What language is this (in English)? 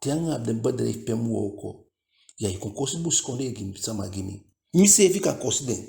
Eastern Maroon Creole